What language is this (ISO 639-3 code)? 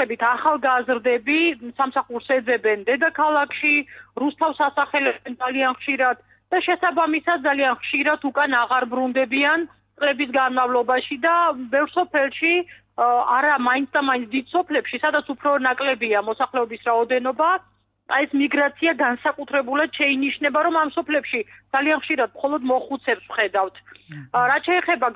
kat